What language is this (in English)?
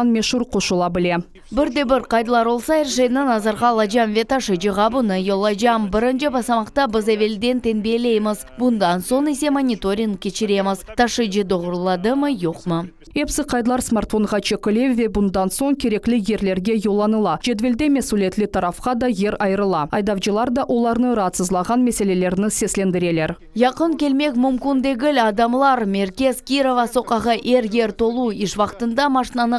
Crimean Tatar